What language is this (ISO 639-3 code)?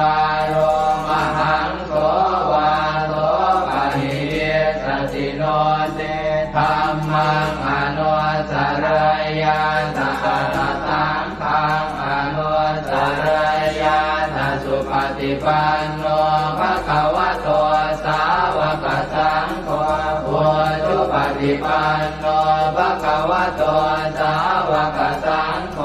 pli